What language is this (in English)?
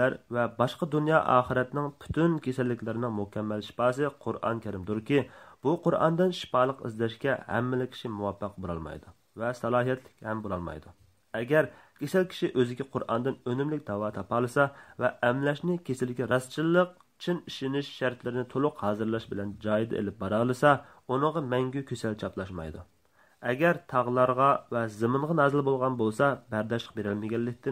Uyghur